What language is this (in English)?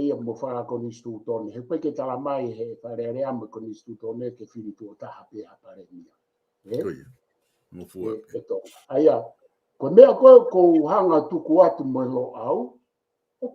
Tongan